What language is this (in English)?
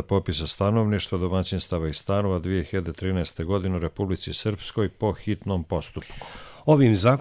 Croatian